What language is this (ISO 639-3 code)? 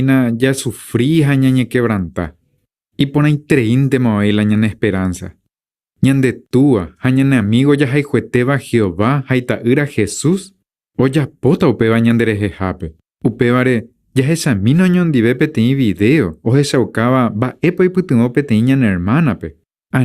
grn